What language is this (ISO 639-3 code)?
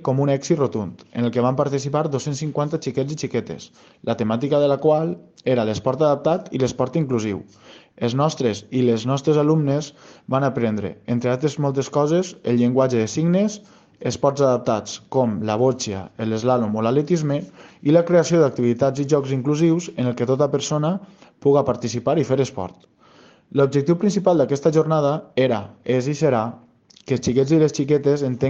cat